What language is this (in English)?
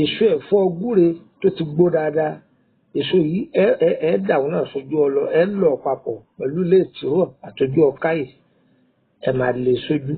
Yoruba